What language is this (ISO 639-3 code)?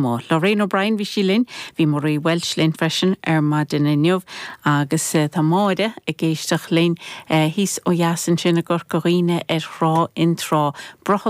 gle